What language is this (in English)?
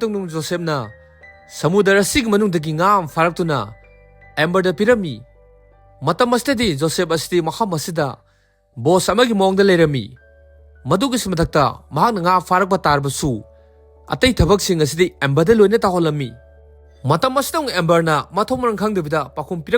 Manipuri